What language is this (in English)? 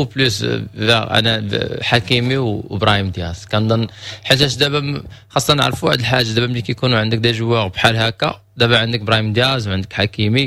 Moroccan Arabic